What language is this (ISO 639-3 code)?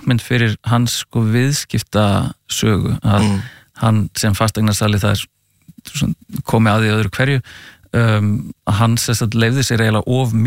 isl